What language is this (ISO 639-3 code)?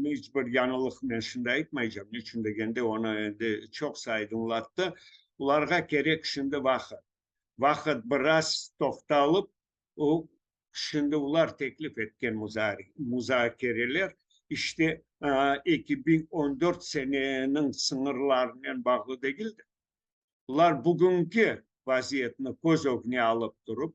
crh